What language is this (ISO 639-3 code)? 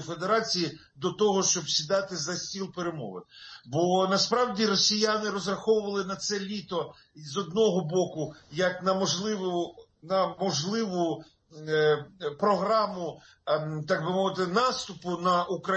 ukr